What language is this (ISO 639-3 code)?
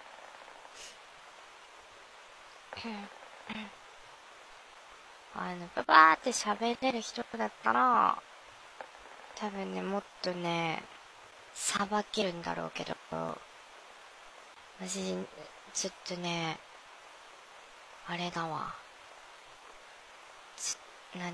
jpn